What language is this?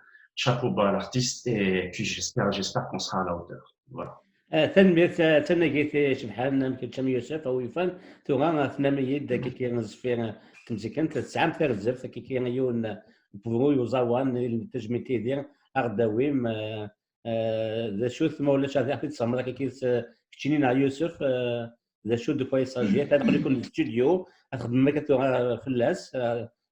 Kabyle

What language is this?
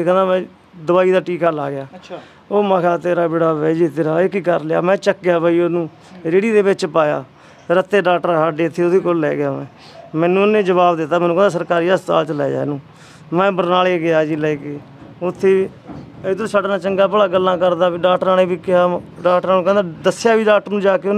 Punjabi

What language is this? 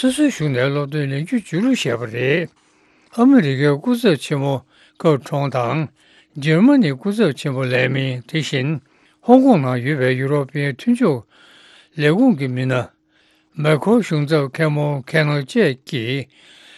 Tibetan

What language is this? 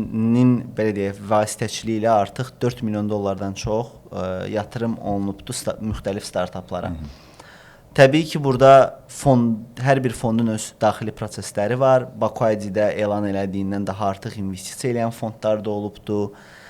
Azerbaijani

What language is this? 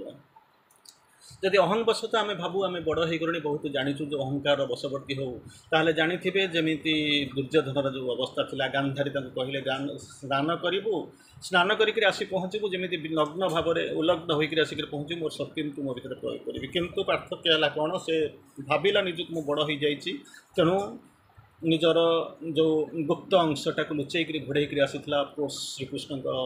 Odia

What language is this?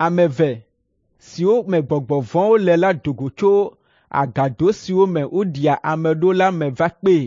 Ewe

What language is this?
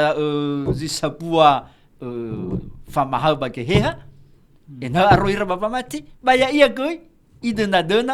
Nias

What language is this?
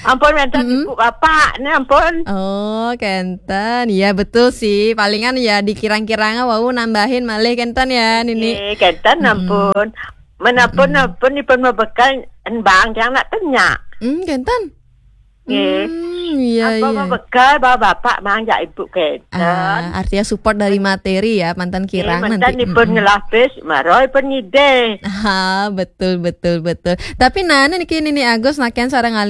Balinese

